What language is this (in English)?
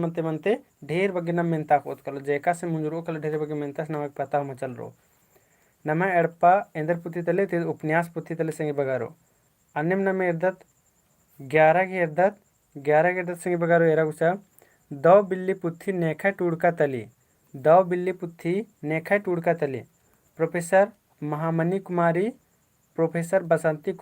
Kurukh